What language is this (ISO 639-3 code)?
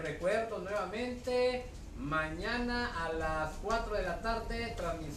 spa